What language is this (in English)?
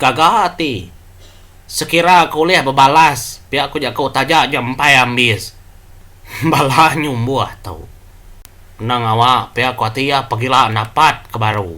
Iban